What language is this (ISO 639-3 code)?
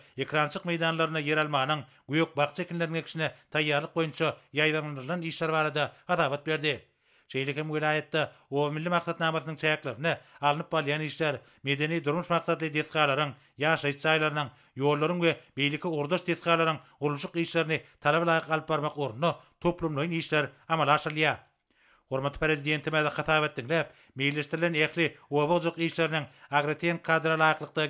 tuk